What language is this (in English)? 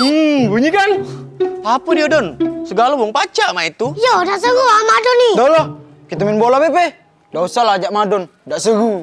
Musi